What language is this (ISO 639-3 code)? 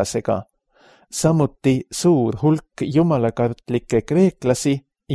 est